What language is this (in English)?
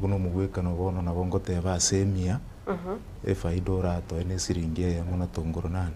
Gusii